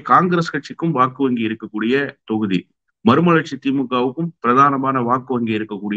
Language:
Tamil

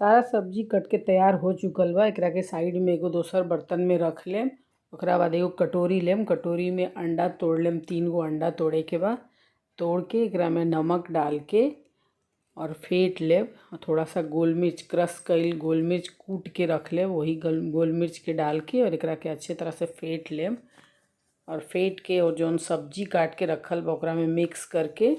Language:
Bhojpuri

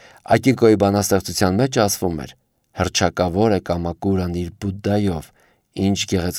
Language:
Armenian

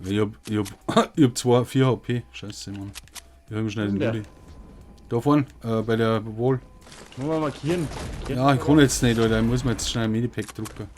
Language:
Bavarian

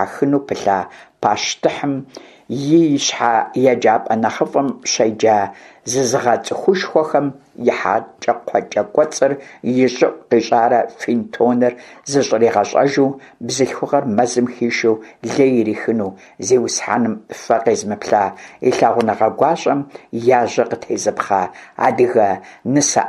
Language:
Kabardian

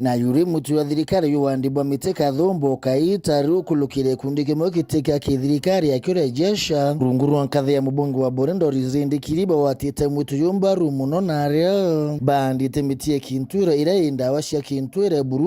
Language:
Meru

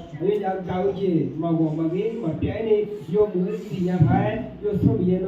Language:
Akha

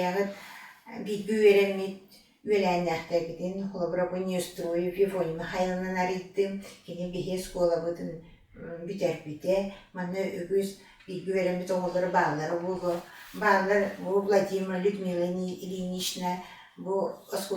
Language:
Yakut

